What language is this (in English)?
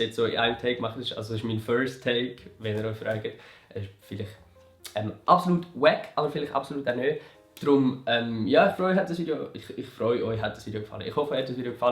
Swiss German